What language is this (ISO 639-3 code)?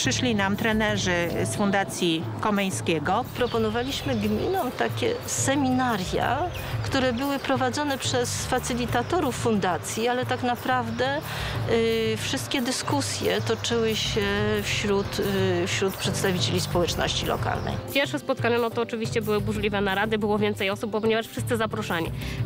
pol